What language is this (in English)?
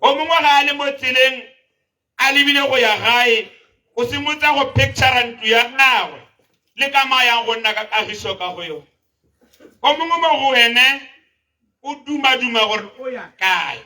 Tswana